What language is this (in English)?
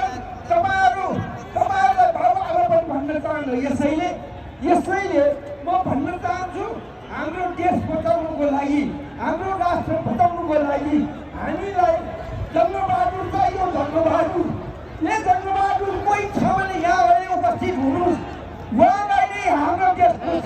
Nepali